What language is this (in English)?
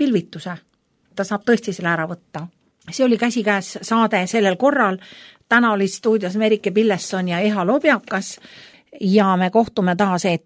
Estonian